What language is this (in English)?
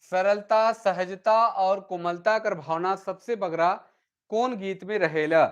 Sadri